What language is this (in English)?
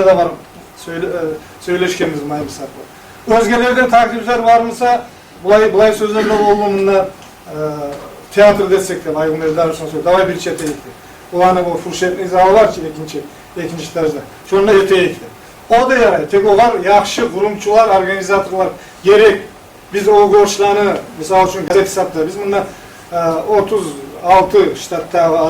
Kumyk